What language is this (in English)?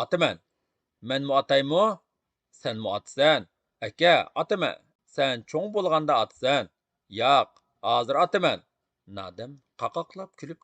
Uyghur